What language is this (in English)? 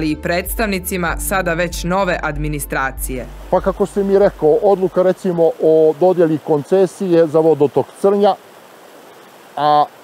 Serbian